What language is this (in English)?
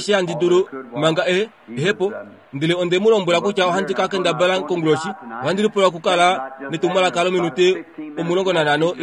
Kuanyama